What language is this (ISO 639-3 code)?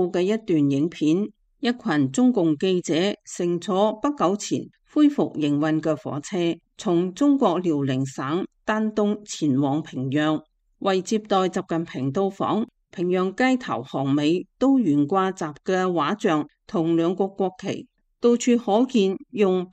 yue